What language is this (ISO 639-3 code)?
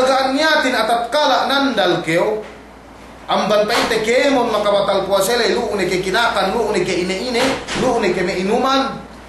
yka